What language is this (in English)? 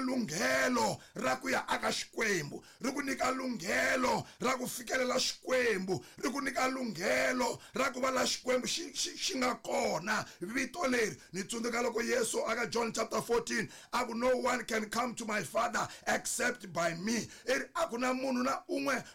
Tsonga